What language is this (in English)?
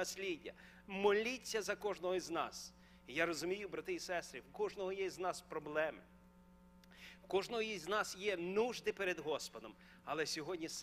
Ukrainian